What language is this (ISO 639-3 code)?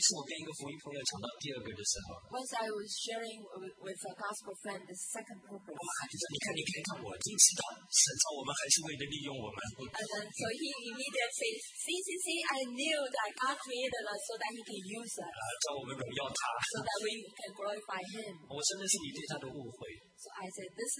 zho